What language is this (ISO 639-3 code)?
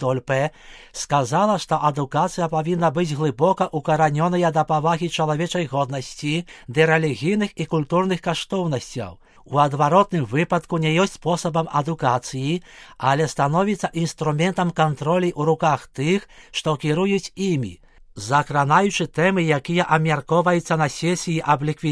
bel